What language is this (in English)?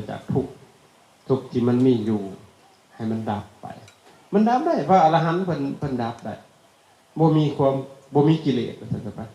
Lao